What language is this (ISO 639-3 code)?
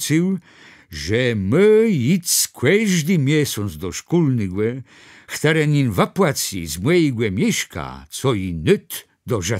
csb